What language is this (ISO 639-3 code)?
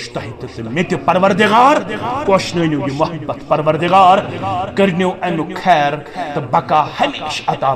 kas